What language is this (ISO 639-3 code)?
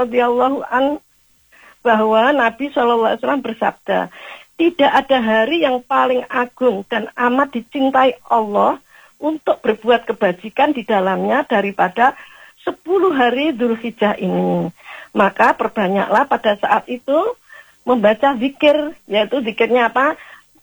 ind